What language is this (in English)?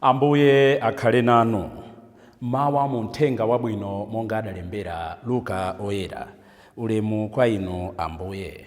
Nyanja